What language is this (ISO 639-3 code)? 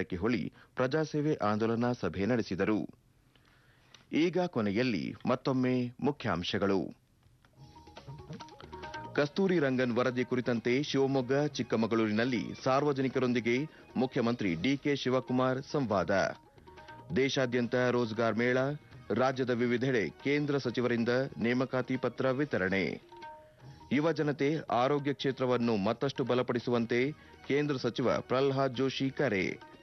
kan